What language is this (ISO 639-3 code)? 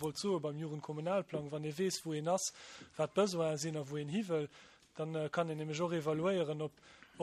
ltz